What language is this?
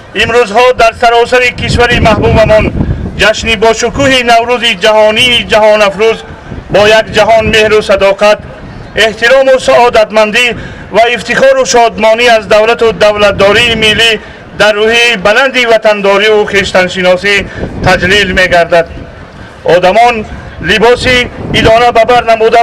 Tajik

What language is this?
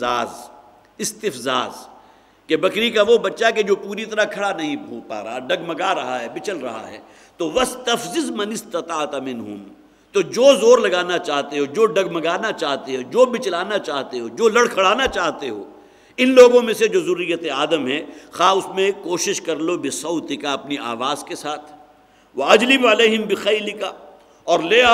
Urdu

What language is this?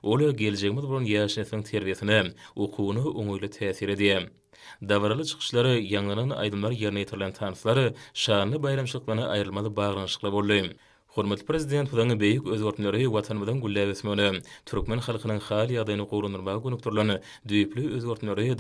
Turkmen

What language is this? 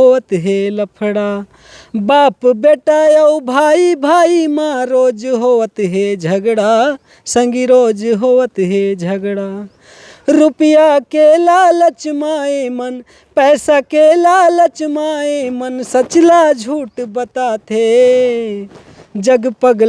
Chhattisgarhi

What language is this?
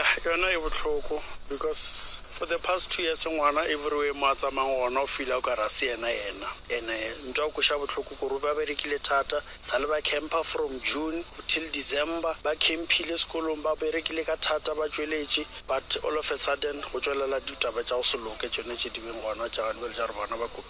Northern Sotho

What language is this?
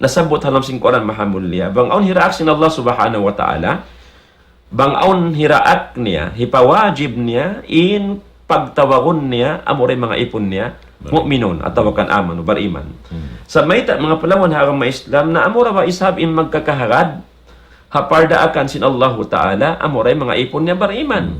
Tausug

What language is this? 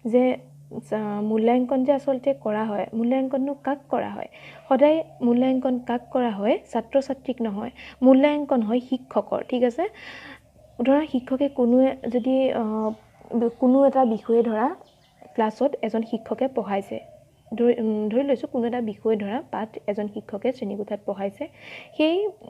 Assamese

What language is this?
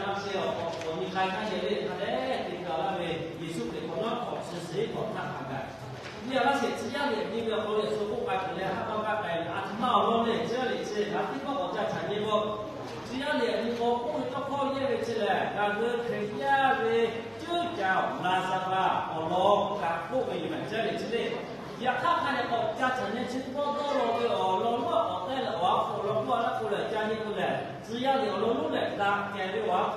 Lahu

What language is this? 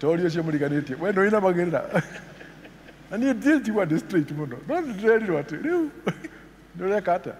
Kikuyu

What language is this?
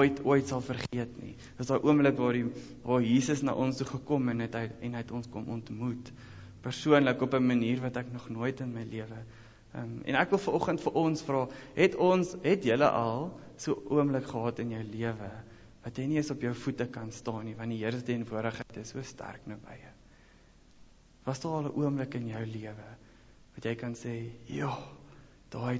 Afrikaans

